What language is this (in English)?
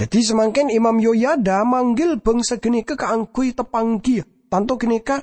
Madurese